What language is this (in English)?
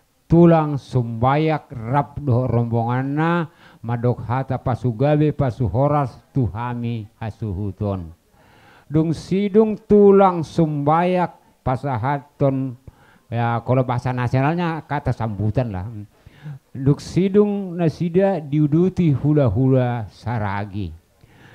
Batak Toba